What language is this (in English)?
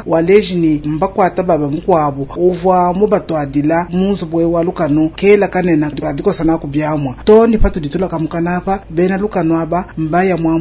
Luba-Lulua